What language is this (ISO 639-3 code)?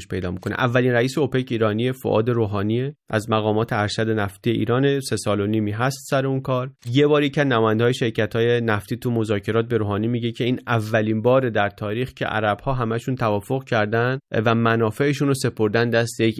fas